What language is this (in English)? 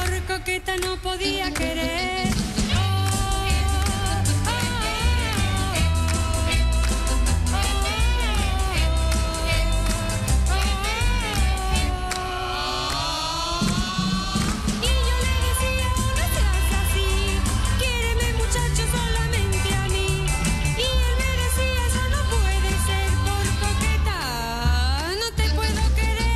Spanish